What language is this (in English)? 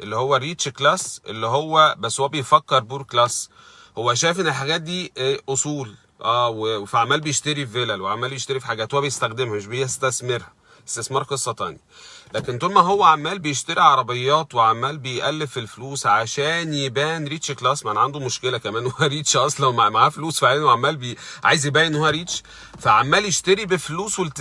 Egyptian Arabic